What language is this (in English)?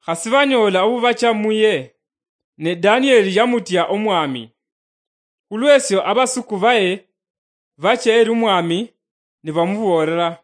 Luyia